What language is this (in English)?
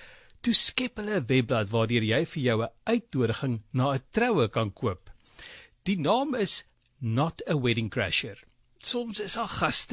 Afrikaans